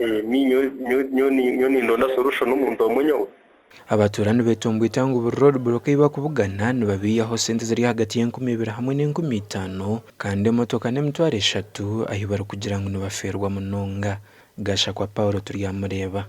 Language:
Nyankole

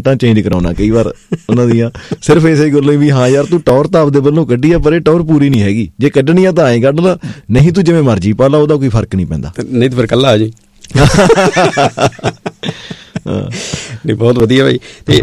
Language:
Punjabi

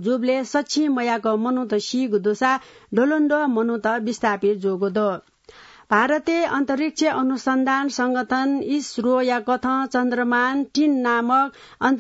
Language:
Newari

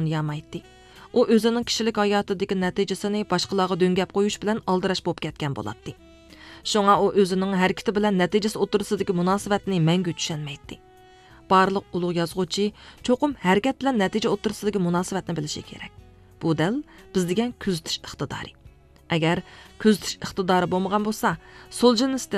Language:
Uyghur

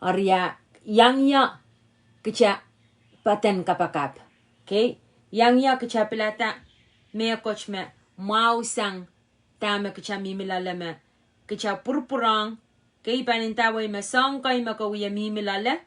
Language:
Pohnpeian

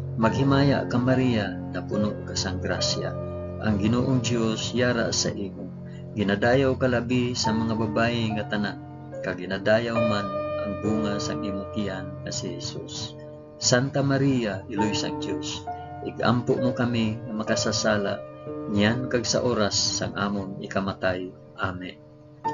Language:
Hiligaynon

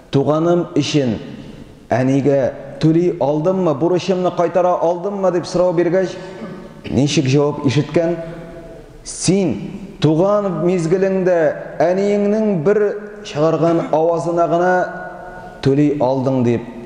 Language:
Tatar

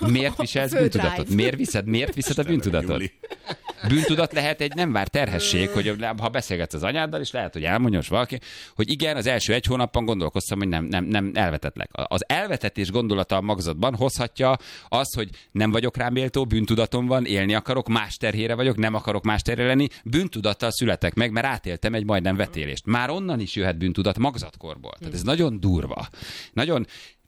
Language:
Hungarian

